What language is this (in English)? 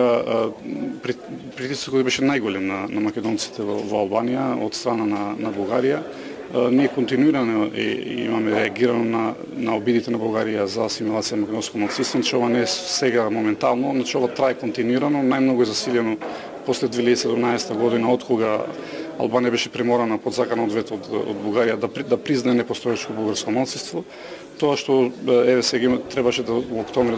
Macedonian